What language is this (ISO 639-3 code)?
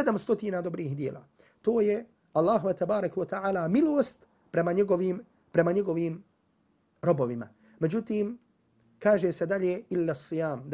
bos